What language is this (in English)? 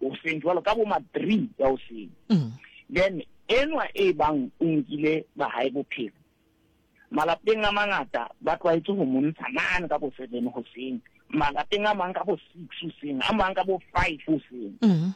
Southern Sotho